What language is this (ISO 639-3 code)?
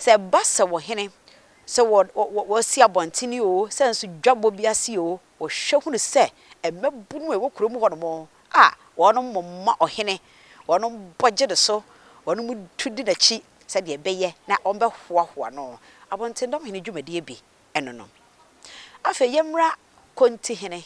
aka